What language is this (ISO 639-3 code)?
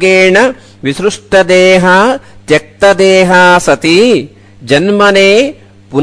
san